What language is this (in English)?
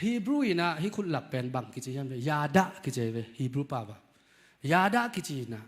Tedim Chin